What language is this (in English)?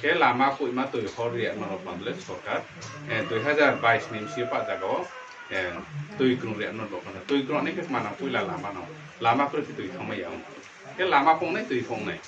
Riang (India)